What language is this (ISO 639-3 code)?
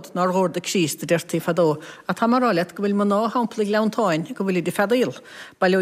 gle